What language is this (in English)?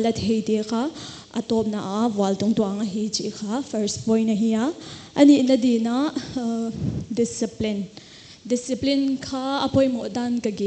Paite Chin